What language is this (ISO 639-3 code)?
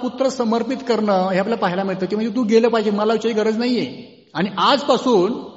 mar